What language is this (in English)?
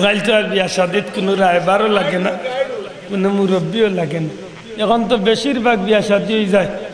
Sylheti